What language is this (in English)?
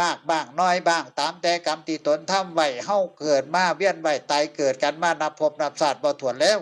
Northeastern Thai